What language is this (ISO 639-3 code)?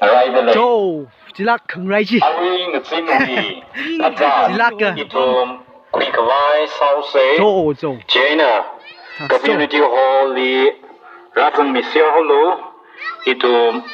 nmf